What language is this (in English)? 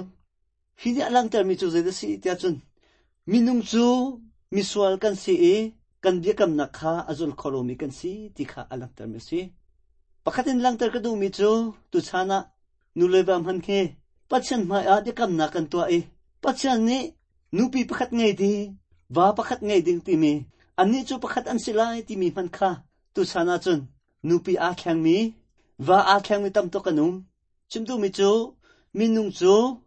Hakha Chin